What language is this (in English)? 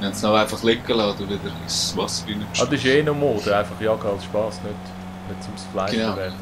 Swiss German